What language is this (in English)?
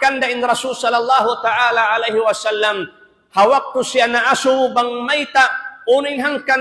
Tausug